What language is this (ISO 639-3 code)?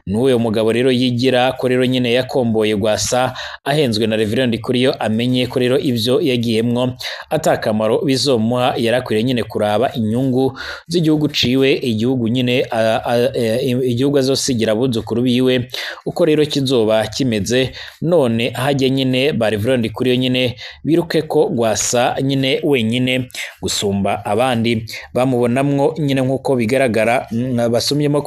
run